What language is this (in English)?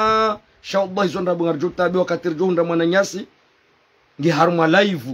Ngazidja Comorian